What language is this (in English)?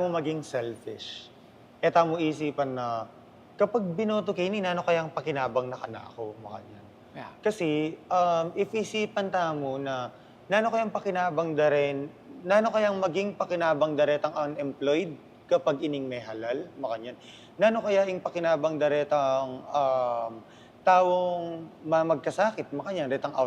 Pampanga